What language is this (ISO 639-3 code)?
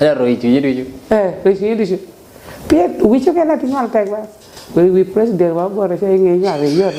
laj